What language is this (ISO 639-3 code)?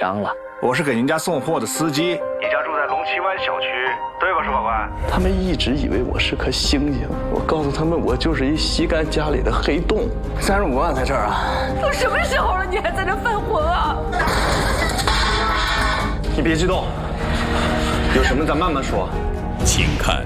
zho